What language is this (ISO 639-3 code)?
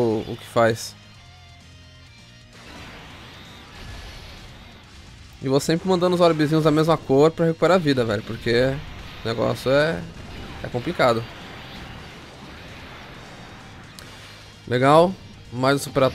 por